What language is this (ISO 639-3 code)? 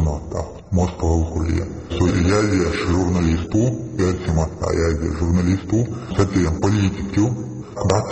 che